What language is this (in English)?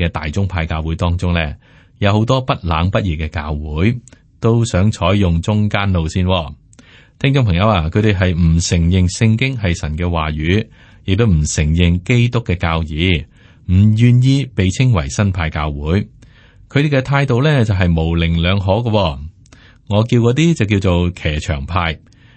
Cantonese